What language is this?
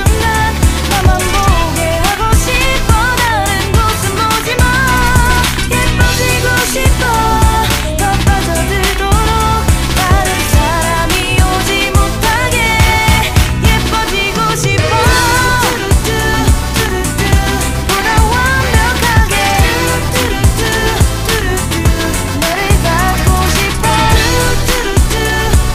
Korean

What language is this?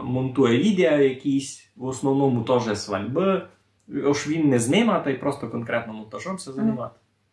Rusyn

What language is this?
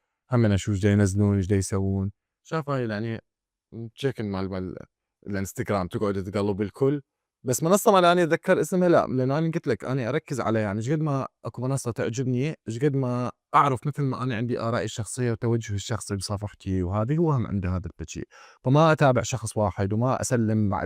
Mesopotamian Arabic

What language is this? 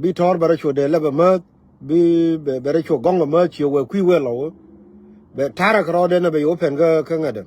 Nuer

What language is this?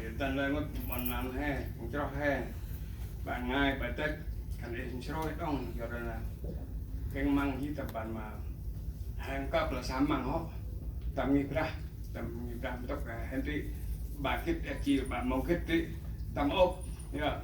Central Mnong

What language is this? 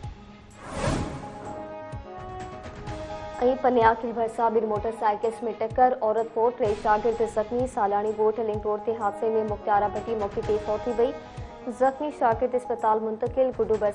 Sindhi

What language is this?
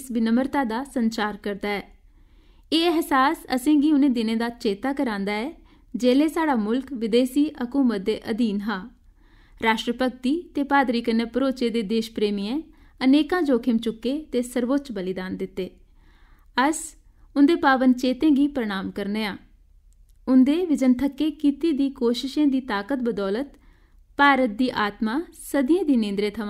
Dogri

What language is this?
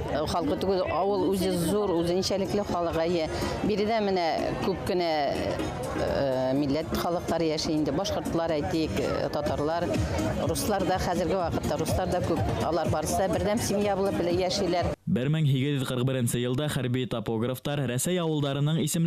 Bashkir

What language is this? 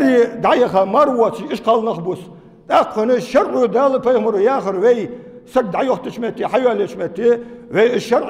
Ingush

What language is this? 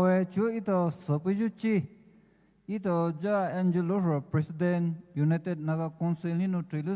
Poumei Naga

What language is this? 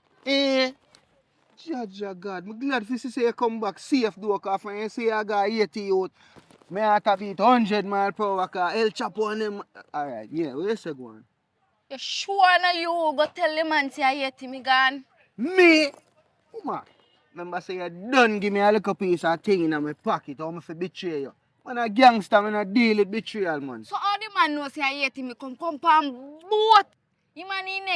Jamaican Creole English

